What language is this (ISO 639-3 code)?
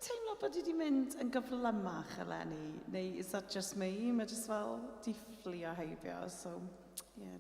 cym